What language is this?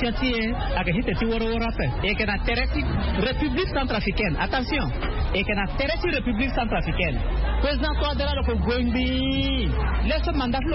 Sango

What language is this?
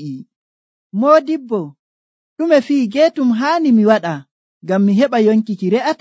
Nigerian Fulfulde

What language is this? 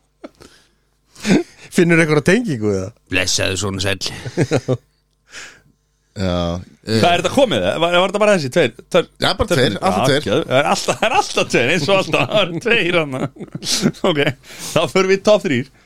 Icelandic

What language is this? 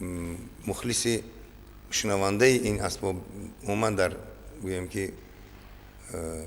Tajik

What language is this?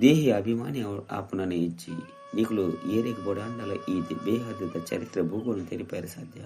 Tulu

